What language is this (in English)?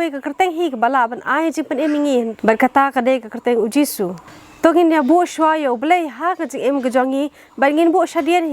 Khasi